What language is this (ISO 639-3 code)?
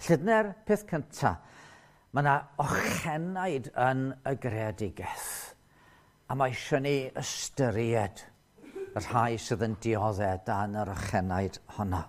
cym